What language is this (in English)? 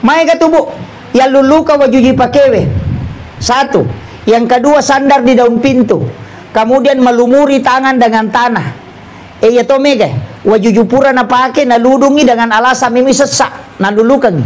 Buginese